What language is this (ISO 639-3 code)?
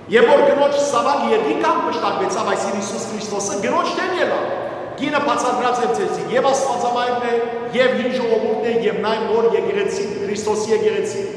hyw